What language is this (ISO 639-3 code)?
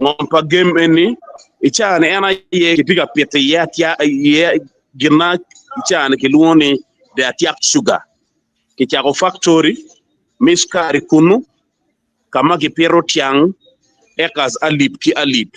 ach